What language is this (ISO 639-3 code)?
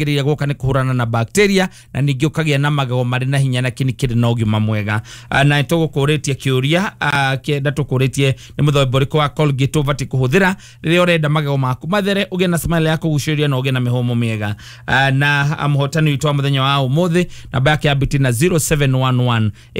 kik